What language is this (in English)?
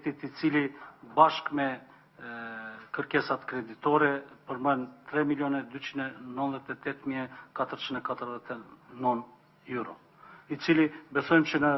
Albanian